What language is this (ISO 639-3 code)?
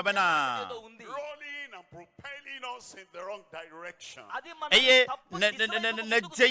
ewe